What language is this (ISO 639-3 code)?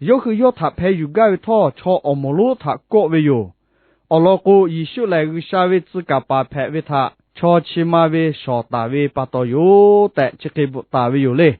lhu